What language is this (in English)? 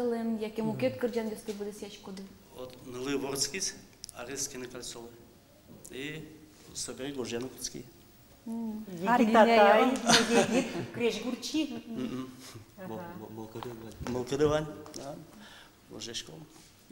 Udmurt